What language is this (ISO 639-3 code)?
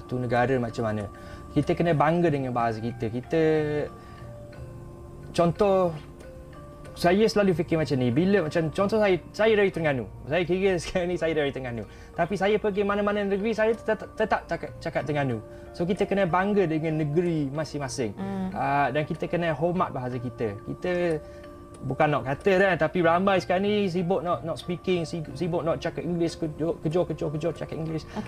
msa